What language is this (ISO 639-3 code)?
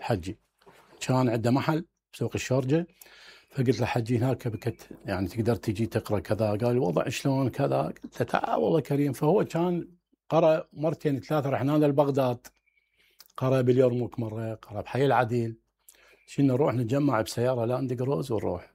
acm